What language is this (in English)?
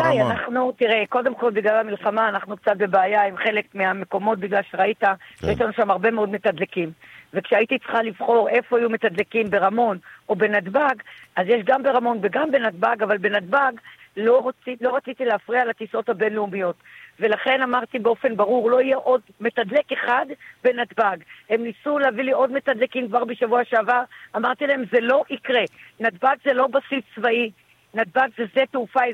Hebrew